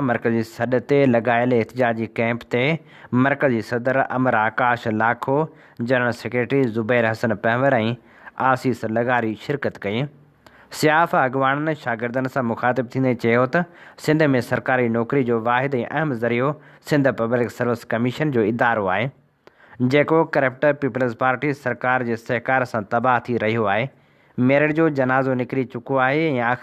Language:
Sindhi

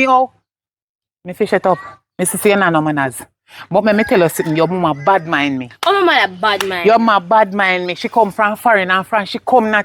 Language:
Jamaican Creole English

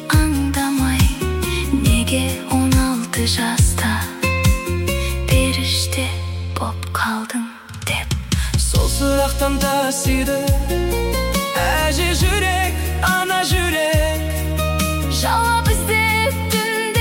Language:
Kazakh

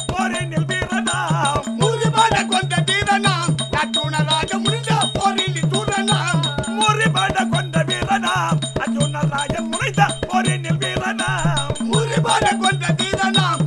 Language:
Tamil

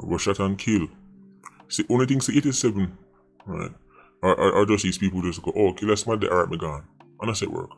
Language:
Jamaican Creole English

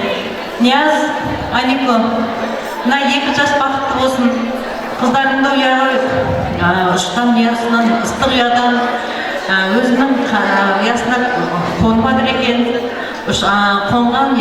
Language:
Kazakh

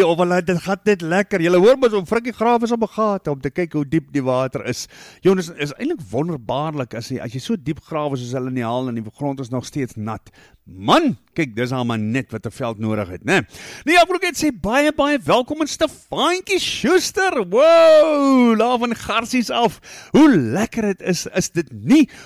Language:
Afrikaans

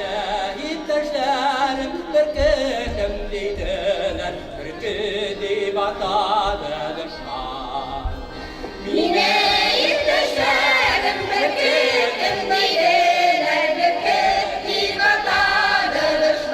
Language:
Tatar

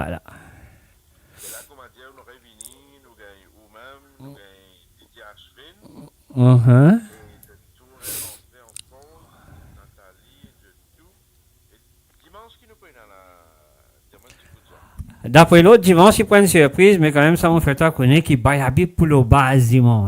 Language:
Morisyen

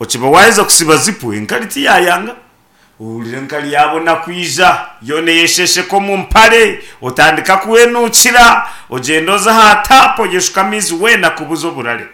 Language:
Nyankole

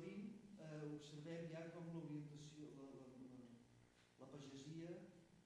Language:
Catalan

